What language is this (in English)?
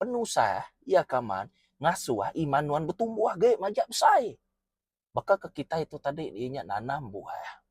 Iban